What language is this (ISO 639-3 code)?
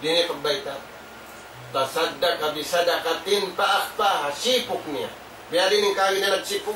tsg